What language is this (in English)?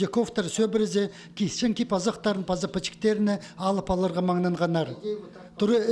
Khakas